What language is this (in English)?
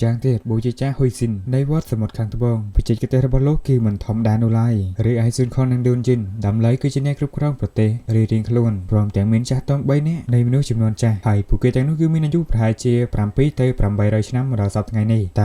Khmer